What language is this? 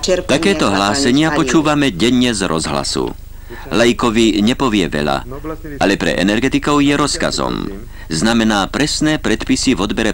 Slovak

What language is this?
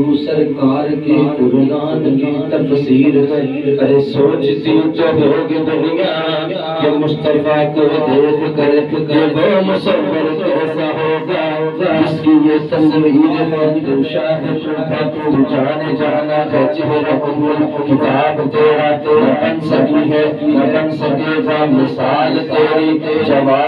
Urdu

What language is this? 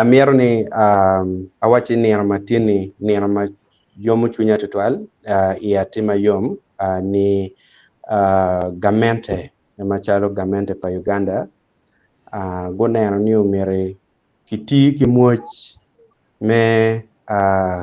Acoli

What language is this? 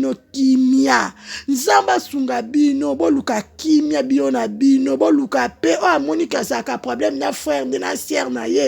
Lingala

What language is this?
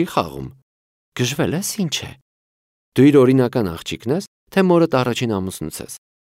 Armenian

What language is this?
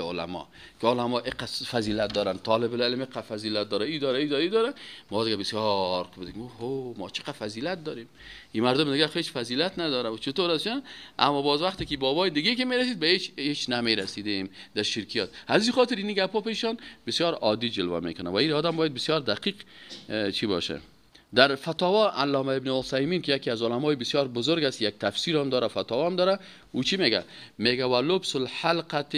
Persian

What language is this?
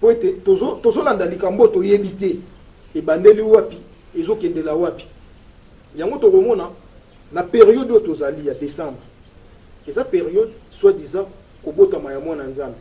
Lingala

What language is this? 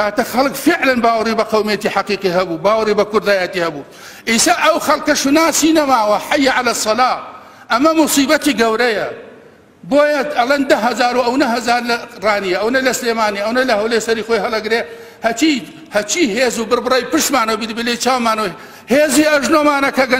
Central Kurdish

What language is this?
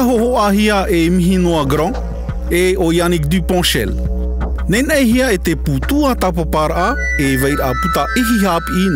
Tahitian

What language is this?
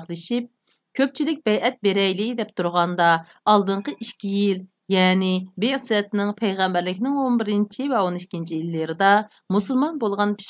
Uyghur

